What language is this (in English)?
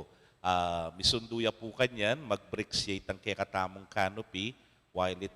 Pampanga